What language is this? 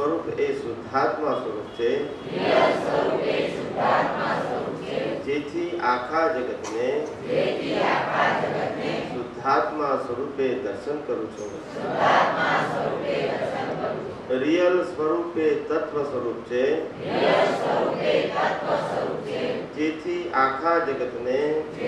Gujarati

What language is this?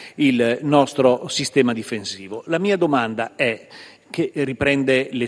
Italian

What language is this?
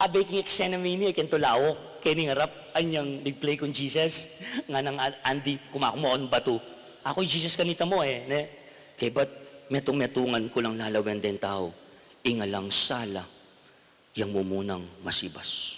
Pampanga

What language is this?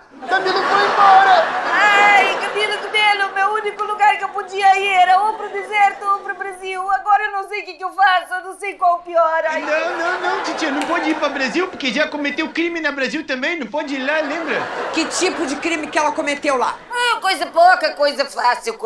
Portuguese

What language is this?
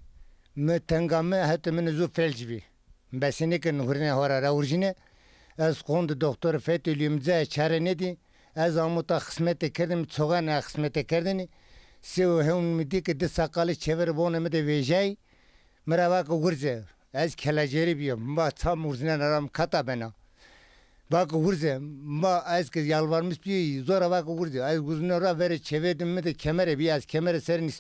Zaza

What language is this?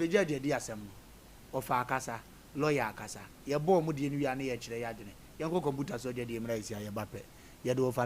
Akan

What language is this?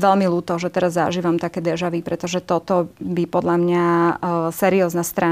Slovak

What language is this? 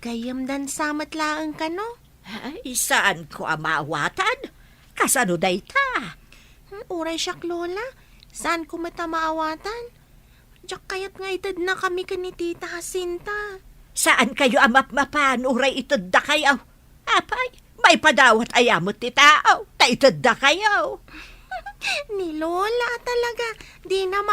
Iloko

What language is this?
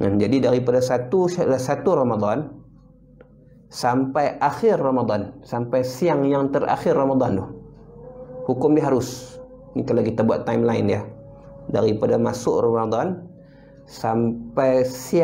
Malay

